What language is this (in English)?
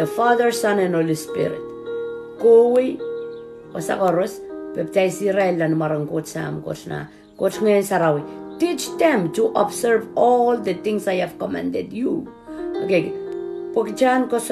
Pohnpeian